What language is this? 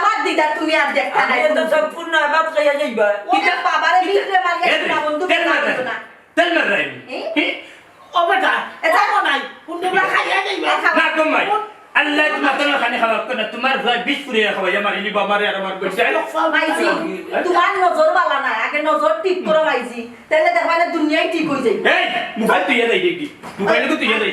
Sylheti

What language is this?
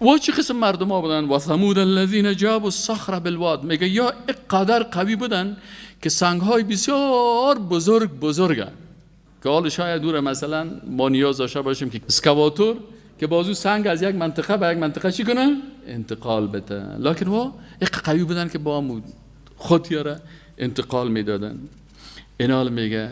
Persian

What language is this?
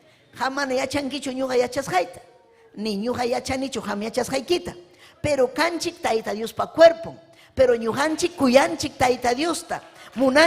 Ayacucho Quechua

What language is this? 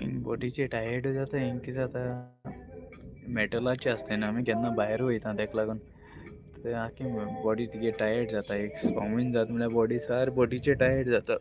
Konkani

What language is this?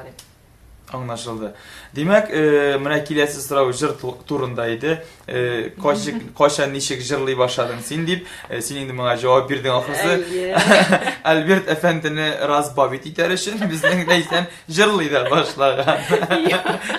Tatar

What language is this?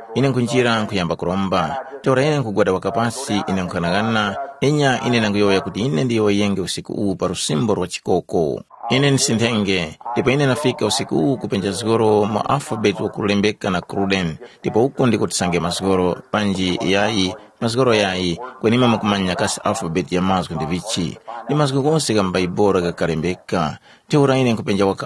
Tumbuka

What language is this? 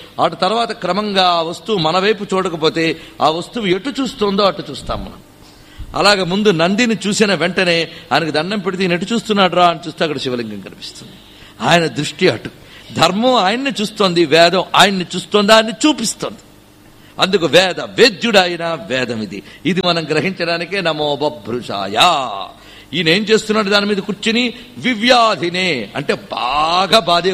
Telugu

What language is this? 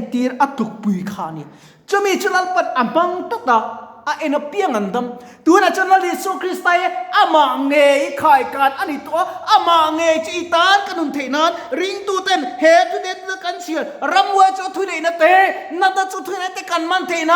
Mizo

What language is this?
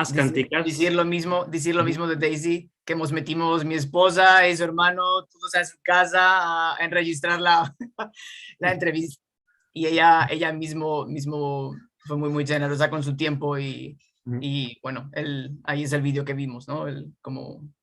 Ladino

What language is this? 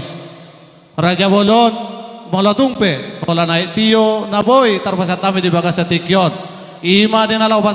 Batak Toba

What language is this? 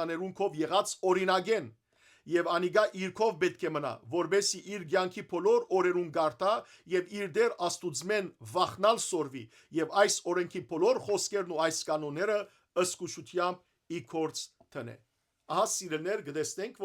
Western Armenian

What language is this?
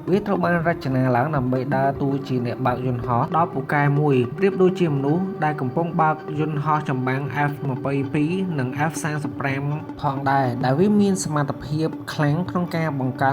Khmer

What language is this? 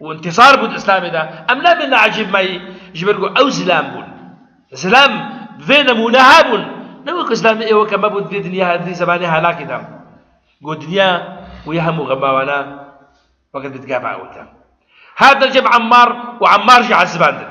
Kurdish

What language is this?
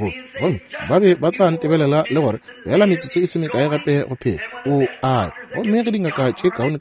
Northern Sotho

